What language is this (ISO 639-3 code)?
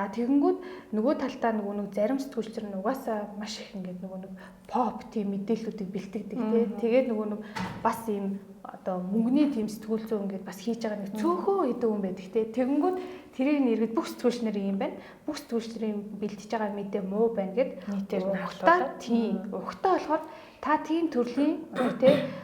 mon